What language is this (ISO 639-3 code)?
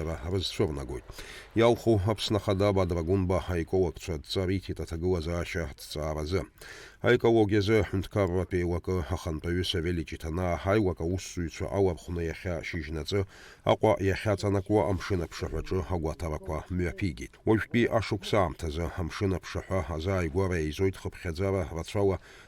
abk